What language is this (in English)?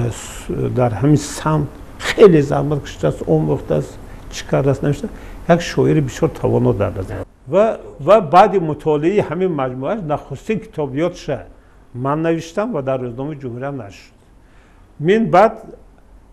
Tajik